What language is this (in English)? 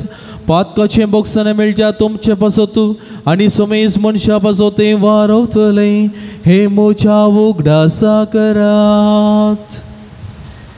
Konkani